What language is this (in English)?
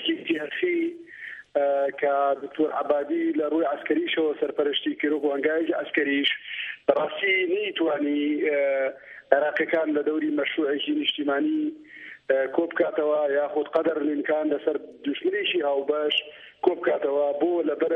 Central Kurdish